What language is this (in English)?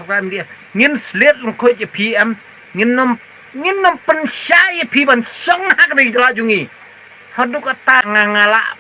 Khasi